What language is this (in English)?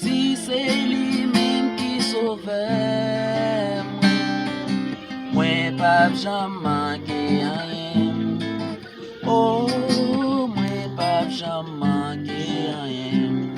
Haitian Creole